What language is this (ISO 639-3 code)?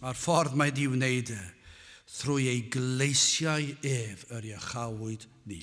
cym